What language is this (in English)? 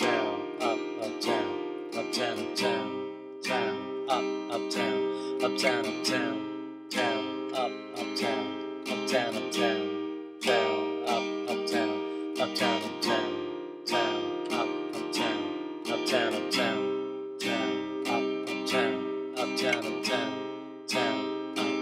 English